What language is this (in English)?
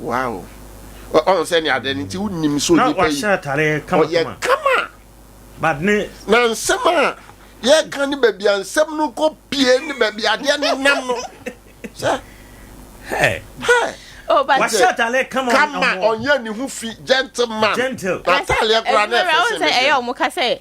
Akan